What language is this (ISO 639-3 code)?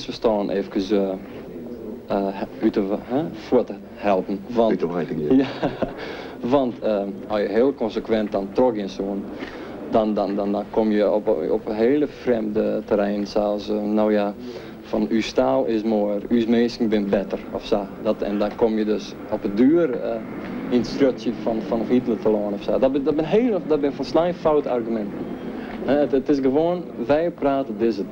fry